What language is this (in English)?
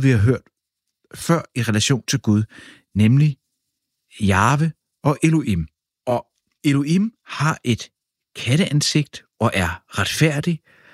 Danish